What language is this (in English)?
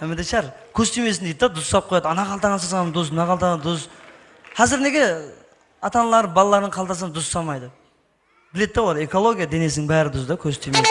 Kara-Kalpak